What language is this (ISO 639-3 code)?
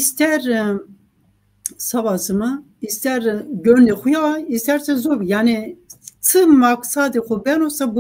zza